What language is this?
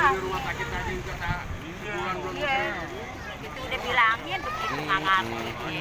Betawi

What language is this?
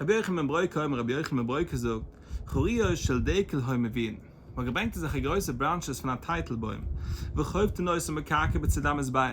Yiddish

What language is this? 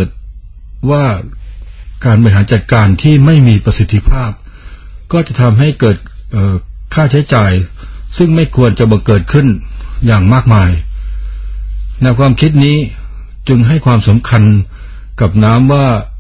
Thai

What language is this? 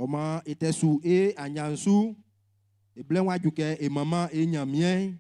Baoulé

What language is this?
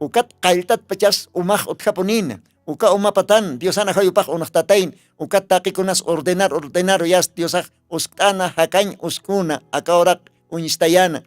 Aymara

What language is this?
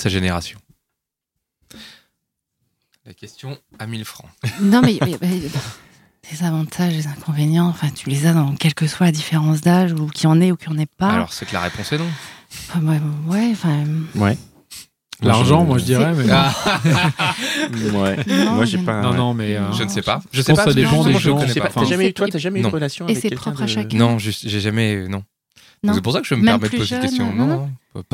French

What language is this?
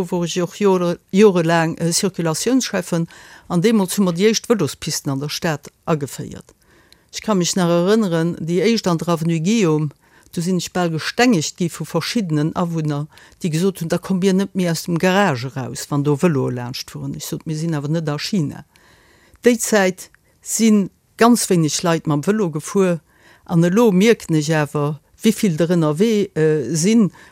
Luxembourgish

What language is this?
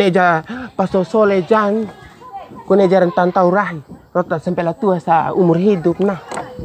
Bima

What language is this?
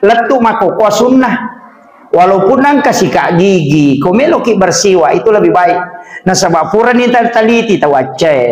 Buginese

